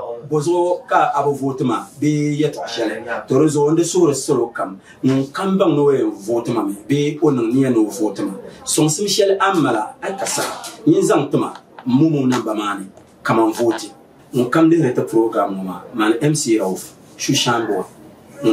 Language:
Dagbani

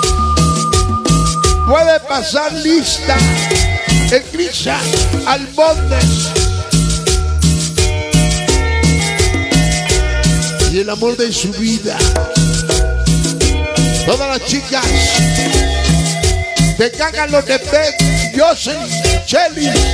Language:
Spanish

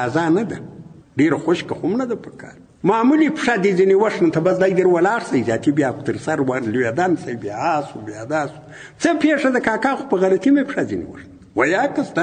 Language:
Pashto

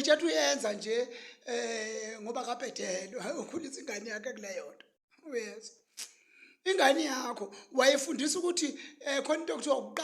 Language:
Zulu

